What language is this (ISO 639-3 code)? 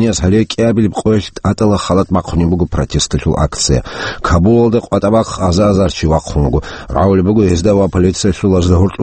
ava